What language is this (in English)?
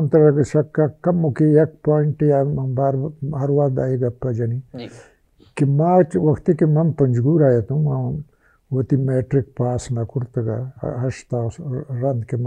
Baluchi